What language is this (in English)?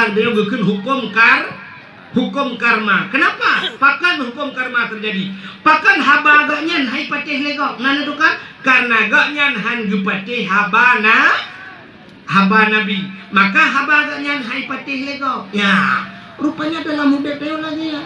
Achinese